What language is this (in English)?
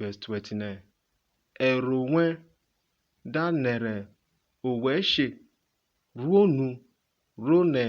Urhobo